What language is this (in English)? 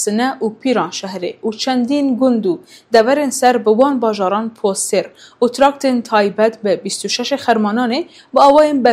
Kurdish